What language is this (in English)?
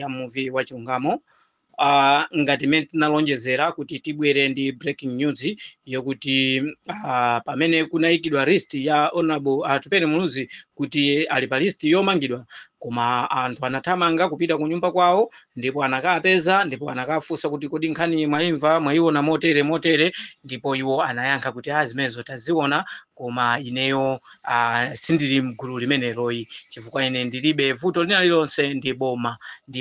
Nyanja